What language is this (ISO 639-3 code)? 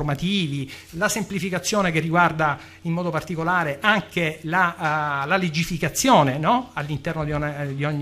ita